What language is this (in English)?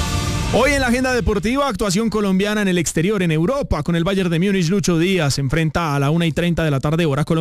Spanish